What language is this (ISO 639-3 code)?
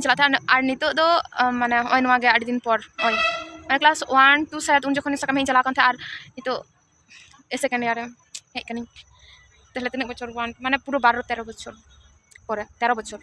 sat